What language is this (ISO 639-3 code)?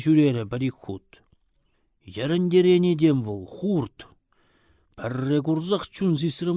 chv